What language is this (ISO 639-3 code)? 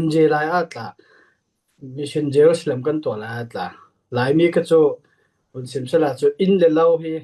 cfm